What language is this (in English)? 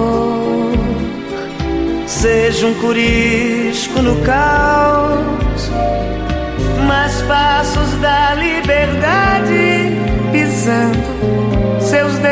Portuguese